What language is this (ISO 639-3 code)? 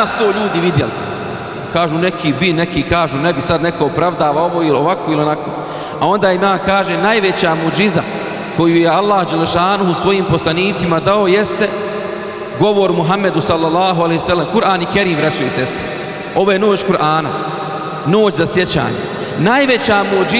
bos